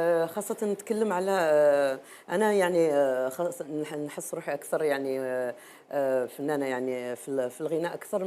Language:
Algerian Arabic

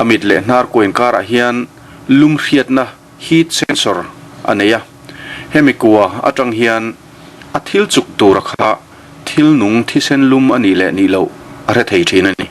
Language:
Mizo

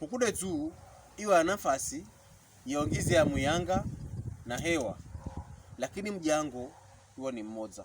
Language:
Pokomo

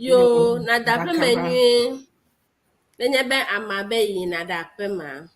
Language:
Ewe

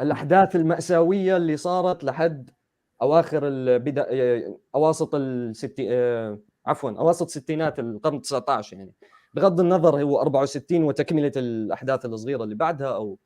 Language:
North Levantine Arabic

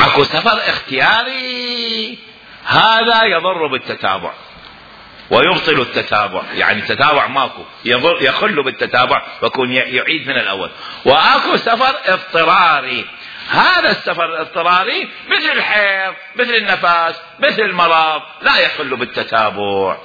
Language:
Mesopotamian Arabic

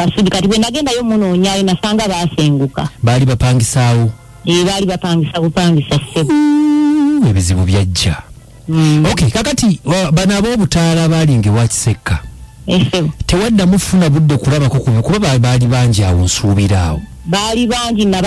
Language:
Ganda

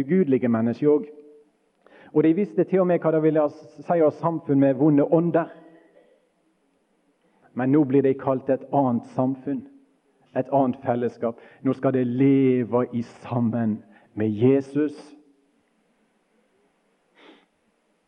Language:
Norwegian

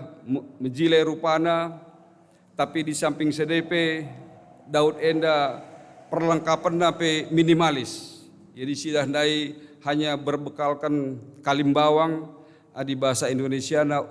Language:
Batak Karo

